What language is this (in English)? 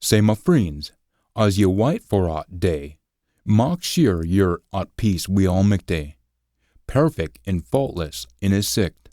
Scots